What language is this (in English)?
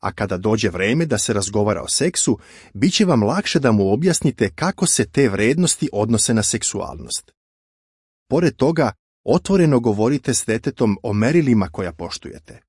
Serbian